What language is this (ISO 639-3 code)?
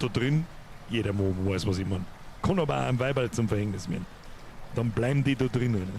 bar